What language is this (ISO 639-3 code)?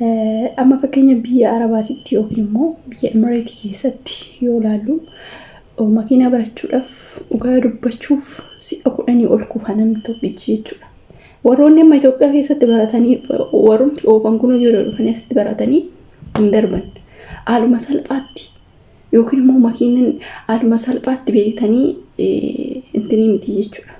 orm